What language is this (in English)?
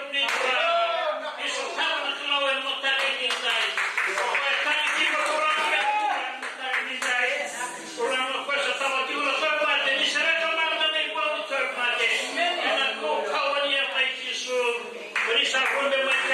Fijian